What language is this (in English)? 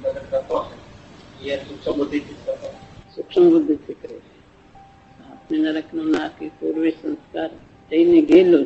Gujarati